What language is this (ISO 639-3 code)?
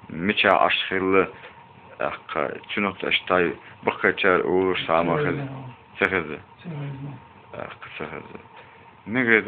che